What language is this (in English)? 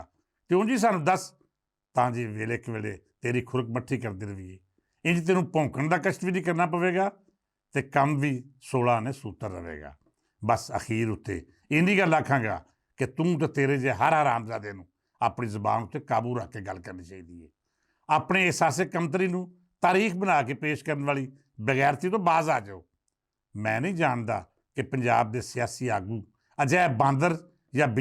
Western Panjabi